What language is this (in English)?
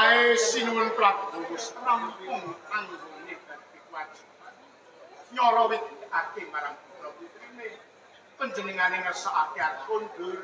Javanese